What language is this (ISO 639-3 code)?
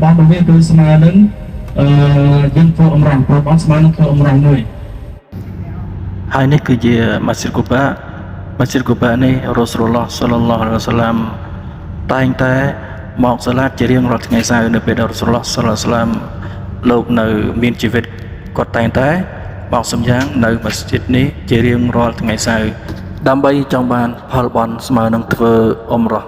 khm